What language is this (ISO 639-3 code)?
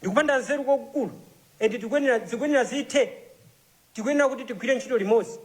nya